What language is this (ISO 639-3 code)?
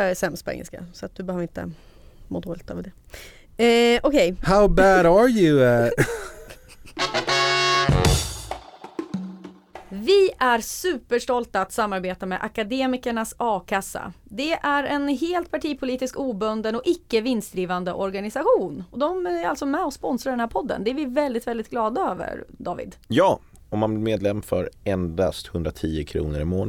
swe